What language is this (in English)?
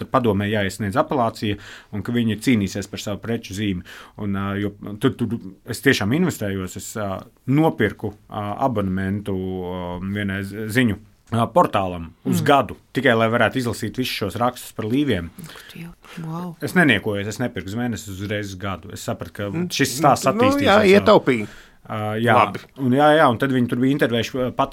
Latvian